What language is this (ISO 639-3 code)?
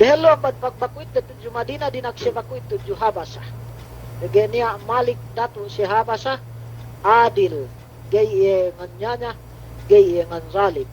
yka